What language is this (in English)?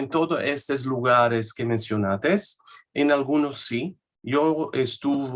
Ladino